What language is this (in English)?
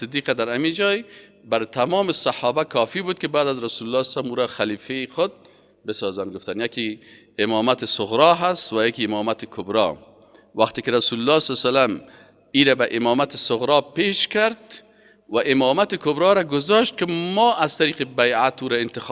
Persian